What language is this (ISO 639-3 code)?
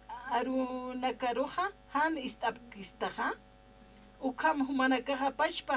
aym